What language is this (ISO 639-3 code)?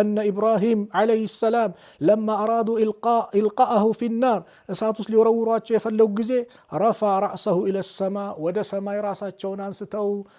amh